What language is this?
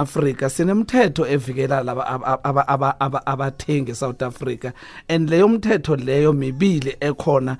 South Ndebele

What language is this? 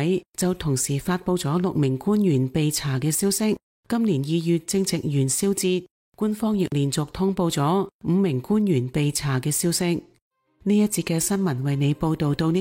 Cantonese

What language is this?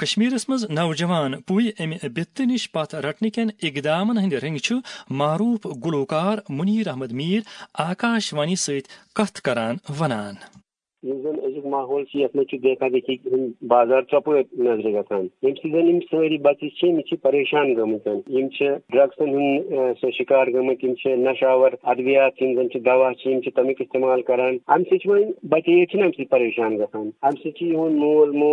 Kashmiri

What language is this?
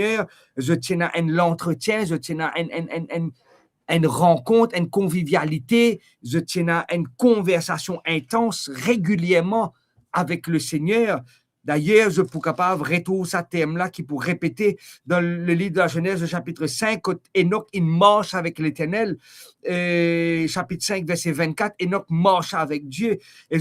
Morisyen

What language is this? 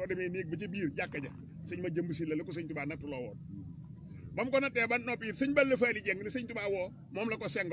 Wolof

